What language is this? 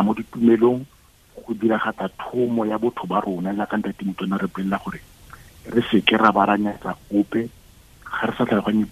Tswana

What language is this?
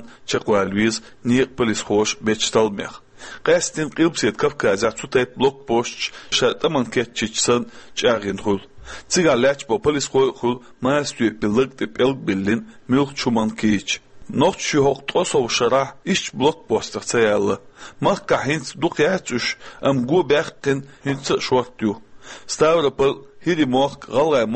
Chechen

